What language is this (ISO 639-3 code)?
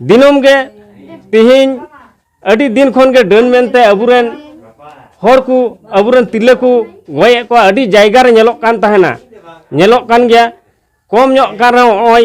sat